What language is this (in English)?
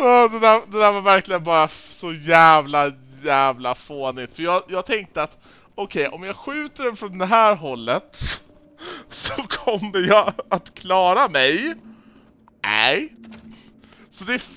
Swedish